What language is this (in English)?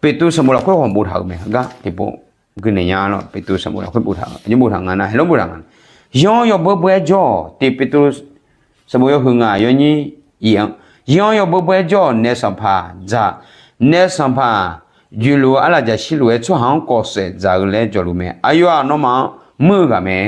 Akha